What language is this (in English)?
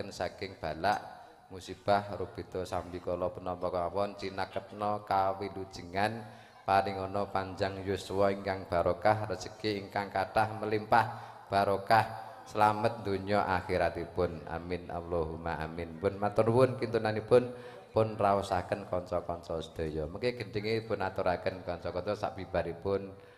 Javanese